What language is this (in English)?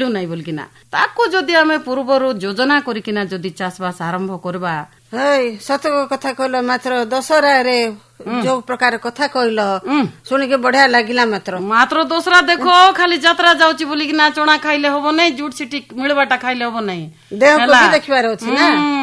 Odia